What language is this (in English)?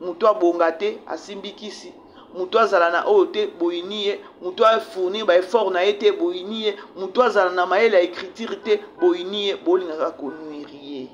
Lingala